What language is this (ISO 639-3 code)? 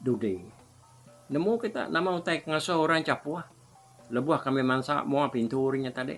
iba